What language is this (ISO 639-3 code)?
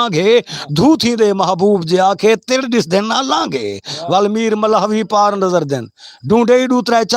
skr